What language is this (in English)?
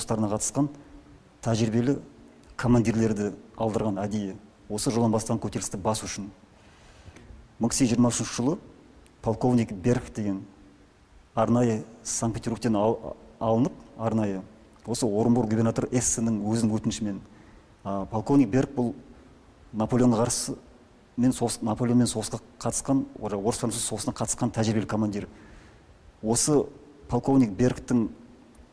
Kazakh